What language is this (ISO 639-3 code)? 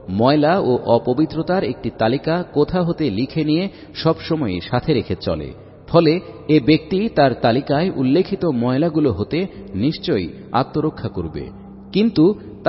ben